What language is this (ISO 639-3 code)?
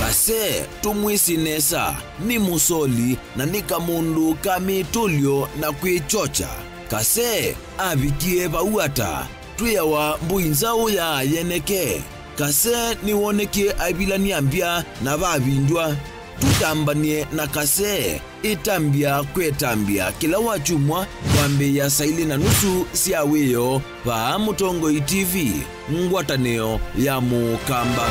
kam